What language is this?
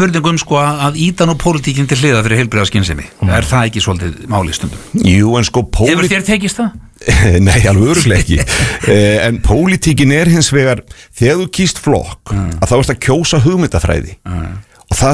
Icelandic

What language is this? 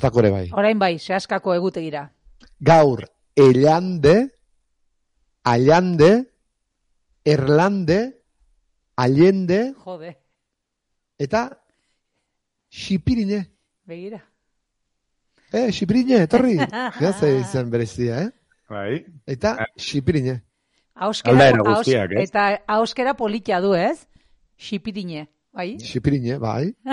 Basque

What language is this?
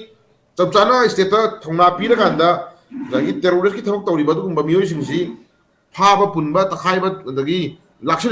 Manipuri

